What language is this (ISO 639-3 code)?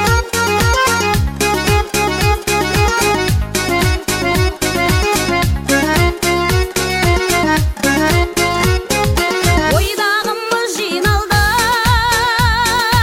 kaz